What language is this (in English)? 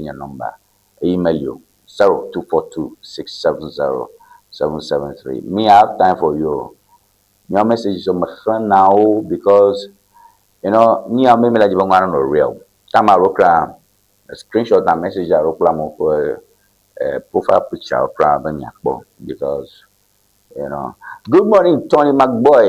Ewe